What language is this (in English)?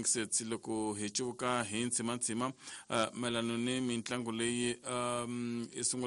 Tsonga